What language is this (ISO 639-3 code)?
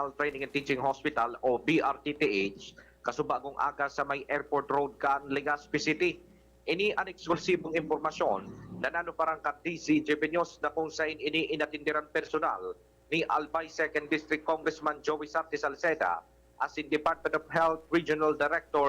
bik